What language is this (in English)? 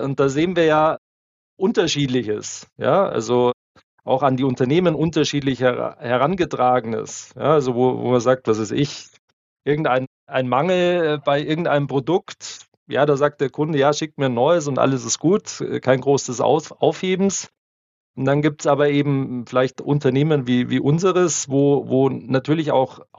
German